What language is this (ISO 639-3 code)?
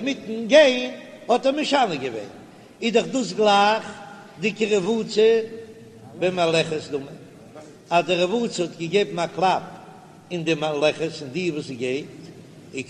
yid